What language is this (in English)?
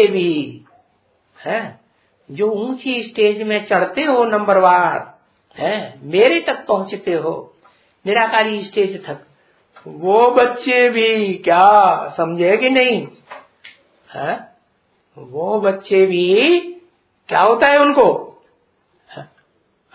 Hindi